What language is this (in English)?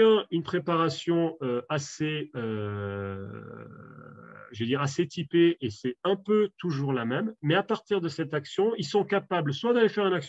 French